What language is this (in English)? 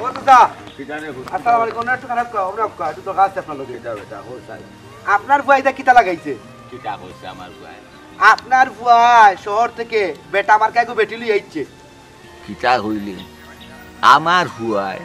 Sylheti